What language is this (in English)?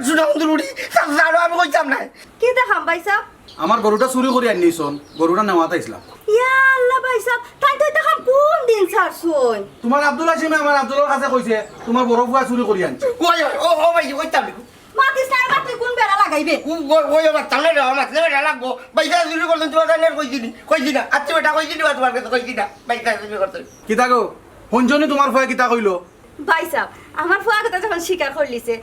Sylheti